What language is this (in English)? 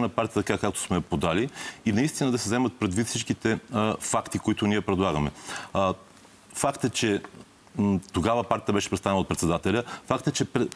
Bulgarian